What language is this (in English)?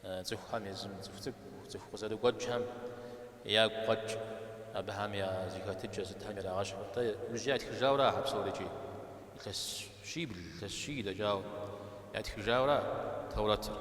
Kabardian